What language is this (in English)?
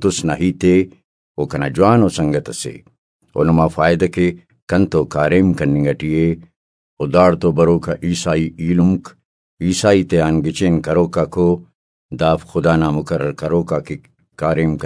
Brahui